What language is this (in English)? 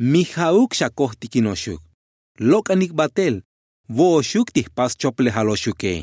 Tzotzil